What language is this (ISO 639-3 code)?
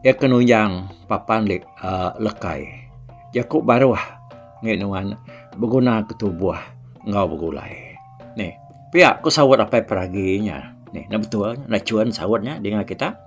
iba